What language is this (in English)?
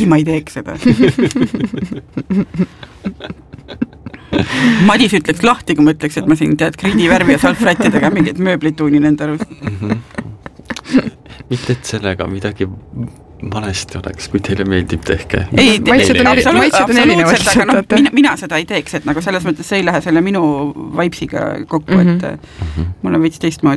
Estonian